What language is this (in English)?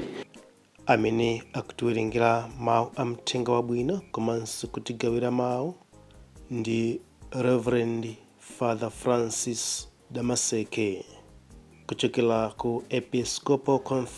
Nyanja